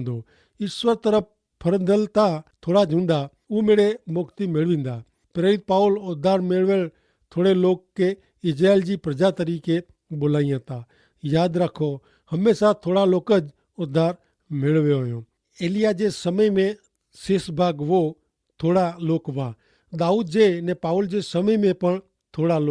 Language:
Kachhi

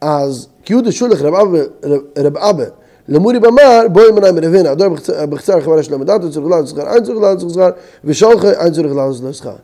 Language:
Yiddish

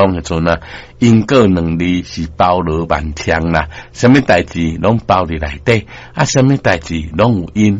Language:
Min Nan Chinese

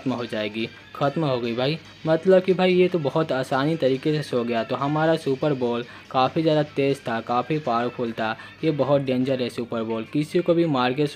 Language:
Hindi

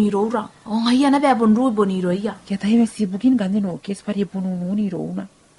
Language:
Gilbertese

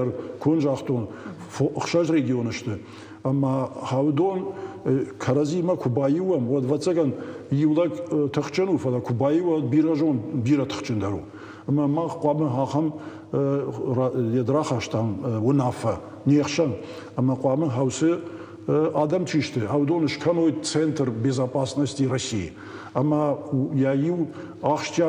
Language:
Ossetic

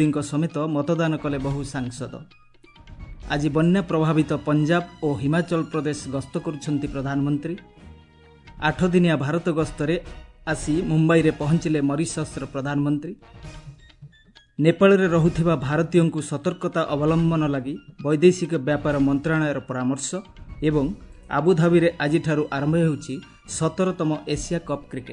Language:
Odia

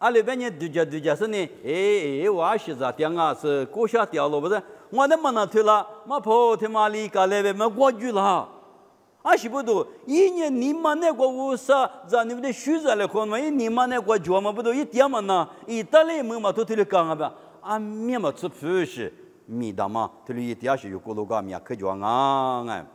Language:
Lisu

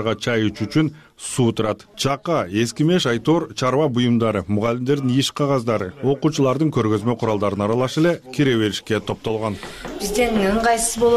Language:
Kyrgyz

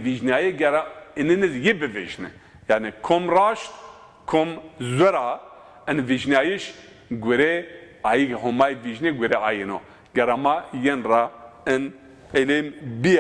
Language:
Zaza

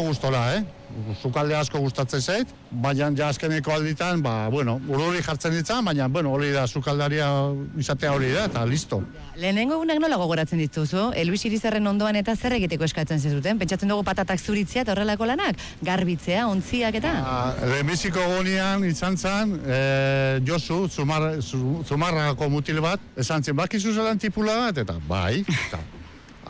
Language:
Basque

